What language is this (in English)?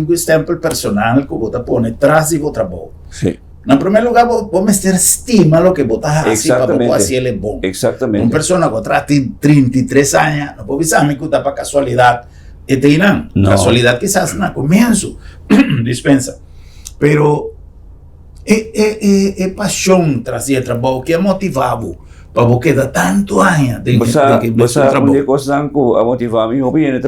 Papiamento